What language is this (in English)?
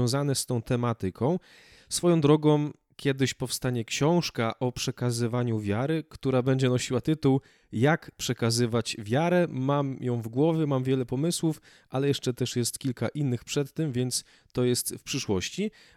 Polish